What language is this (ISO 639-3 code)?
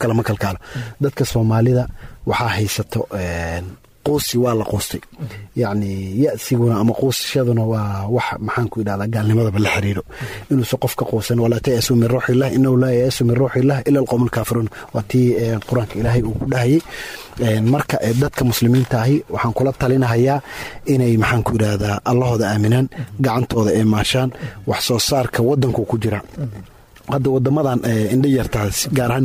som